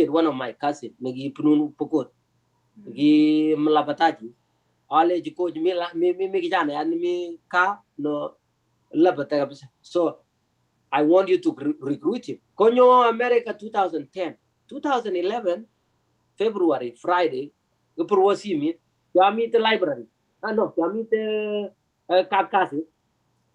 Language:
Kalenjin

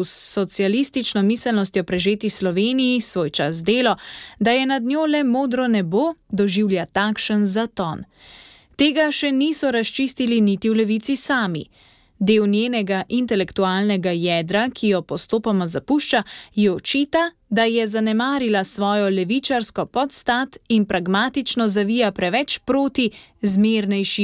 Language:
Slovenian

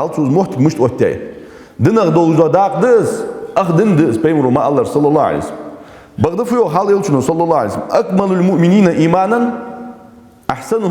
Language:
Ingush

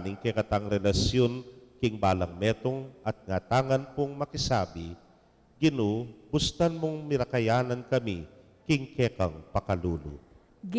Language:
Pampanga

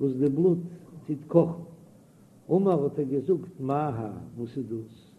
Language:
Yiddish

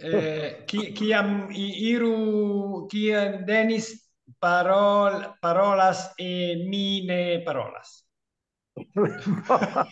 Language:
Esperanto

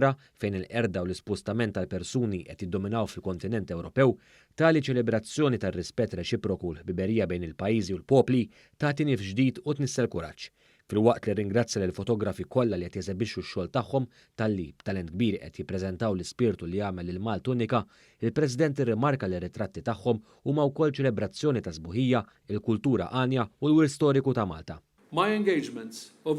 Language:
Maltese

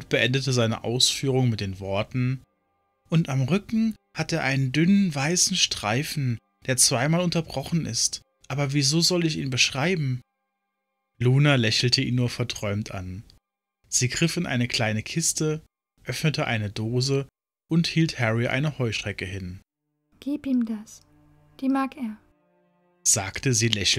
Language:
German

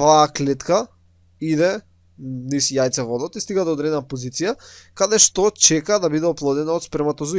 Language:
Macedonian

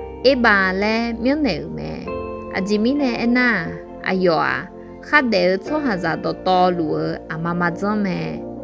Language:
Akha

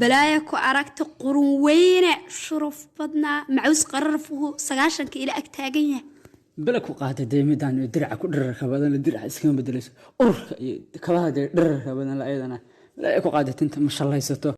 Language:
Somali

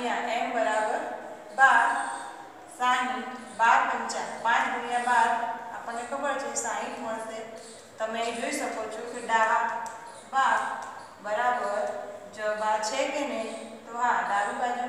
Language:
Gujarati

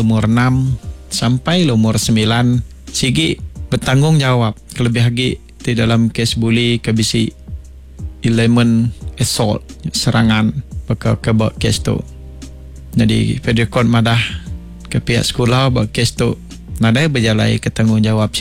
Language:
Iban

